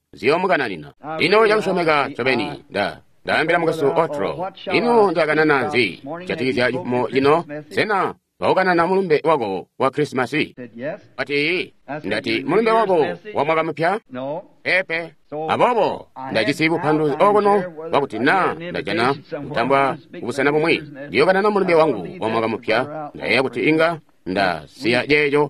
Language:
Tonga (Zambia)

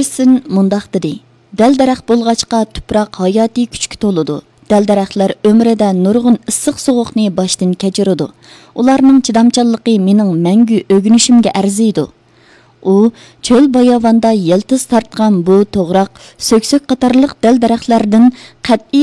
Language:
Uyghur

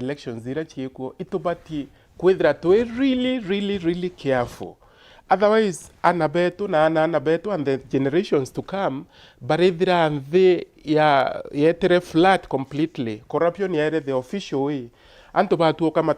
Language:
Meru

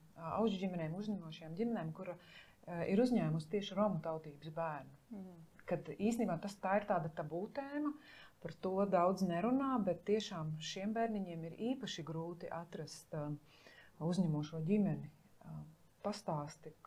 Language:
Latvian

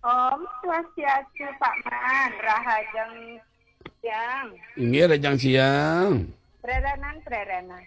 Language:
Balinese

